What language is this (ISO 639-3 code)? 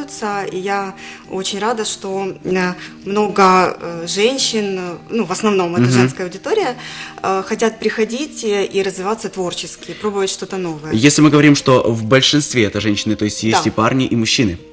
rus